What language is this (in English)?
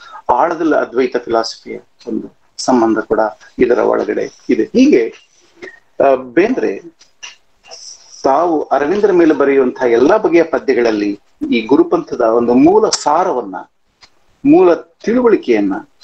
Kannada